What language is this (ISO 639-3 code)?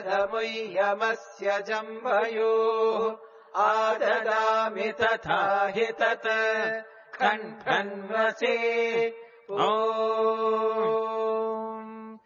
san